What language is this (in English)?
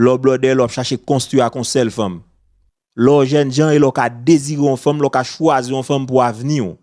Haitian Creole